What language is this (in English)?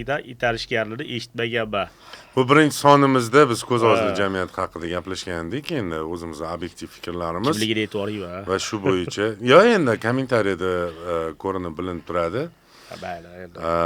Uzbek